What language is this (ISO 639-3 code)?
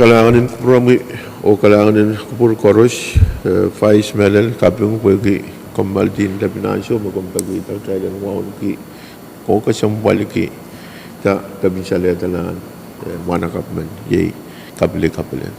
pon